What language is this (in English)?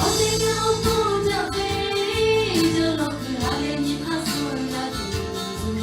Lahu